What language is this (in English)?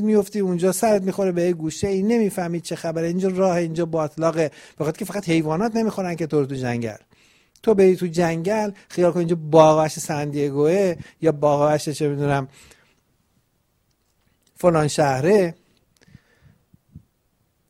Persian